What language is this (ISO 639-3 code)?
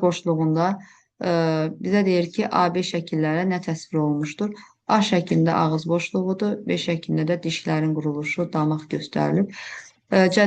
aze